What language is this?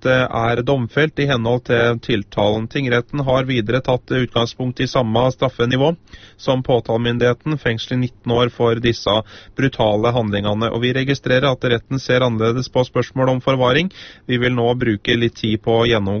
Norwegian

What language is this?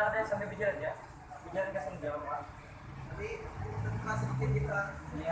Banjar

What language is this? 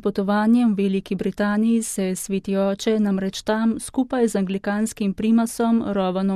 Slovenian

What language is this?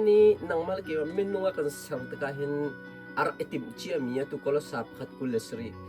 Hakha Chin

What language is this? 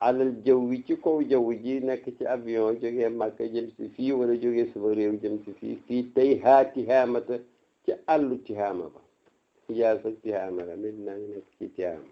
Wolof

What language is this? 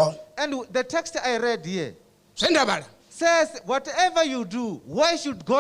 Venda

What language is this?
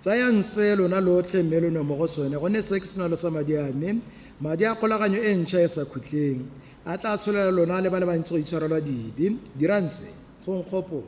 Tswana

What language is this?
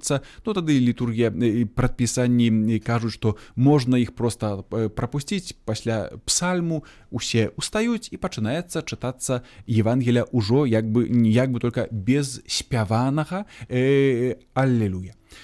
Belarusian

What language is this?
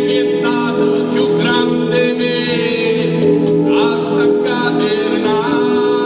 Neapolitan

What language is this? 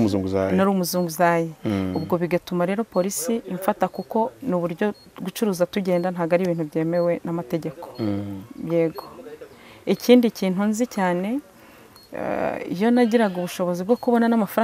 Kinyarwanda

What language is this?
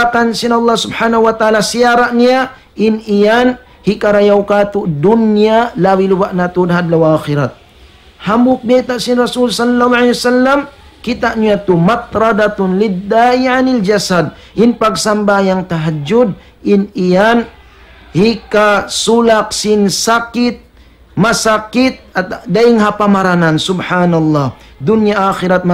Tausug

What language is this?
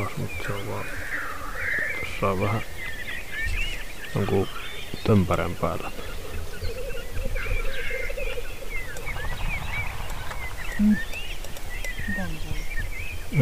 Finnish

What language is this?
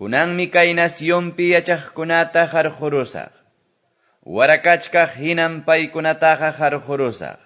Quechua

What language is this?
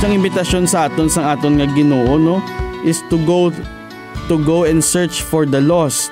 Hiligaynon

